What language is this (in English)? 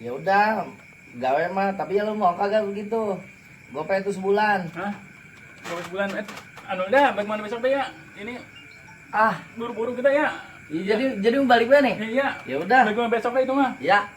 Betawi